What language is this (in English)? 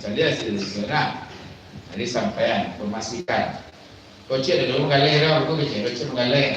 Minangkabau